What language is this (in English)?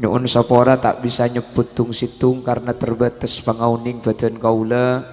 Madurese